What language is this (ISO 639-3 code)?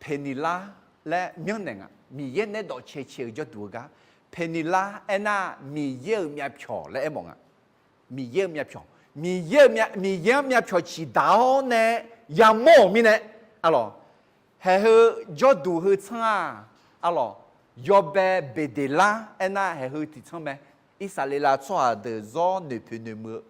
ahk